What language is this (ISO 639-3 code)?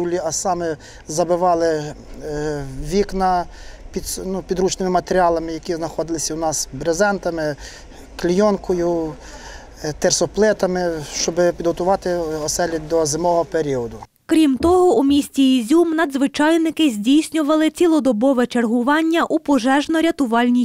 ukr